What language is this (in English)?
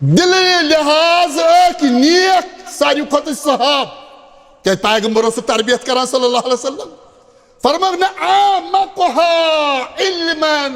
Kashmiri